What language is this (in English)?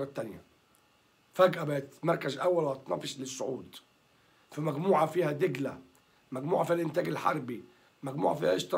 Egyptian Arabic